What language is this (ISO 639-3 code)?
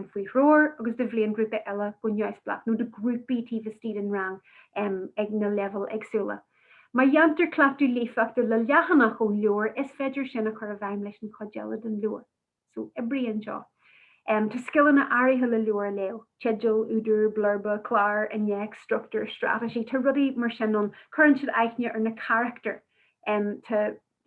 gle